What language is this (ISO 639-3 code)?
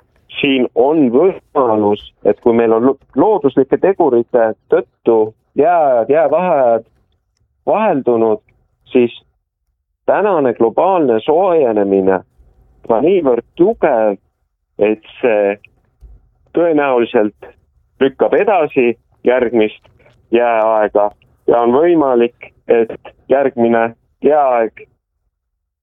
est